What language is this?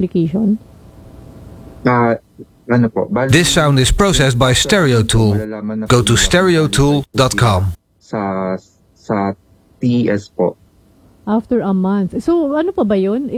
Filipino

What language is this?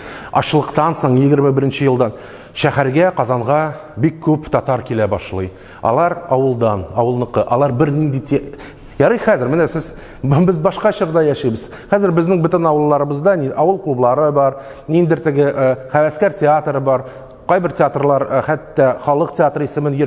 Tatar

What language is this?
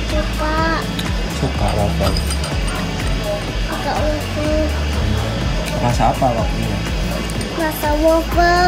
Indonesian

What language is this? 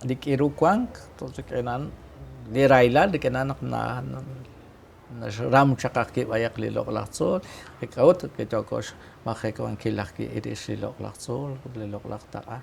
Kekchí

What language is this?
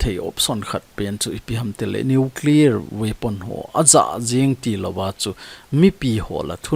Thado Chin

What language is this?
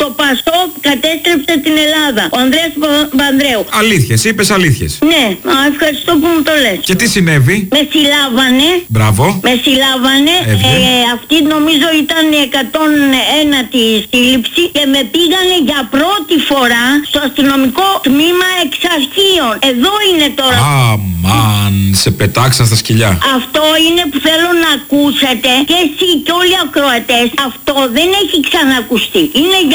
Greek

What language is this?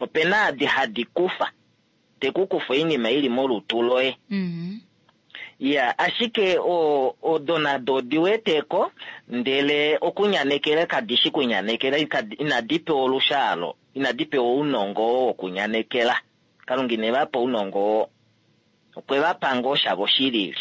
Kuanyama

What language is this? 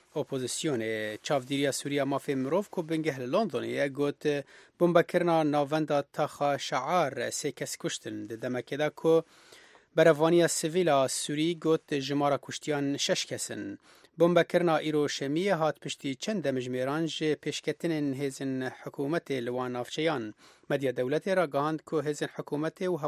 Kurdish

